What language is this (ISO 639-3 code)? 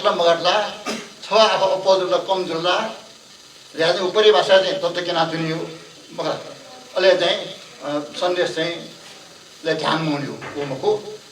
new